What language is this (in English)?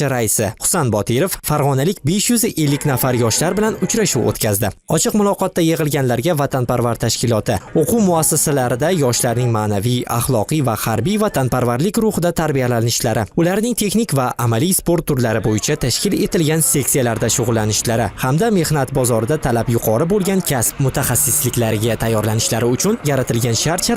Uzbek